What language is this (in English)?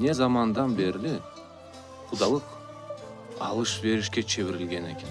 Crimean Tatar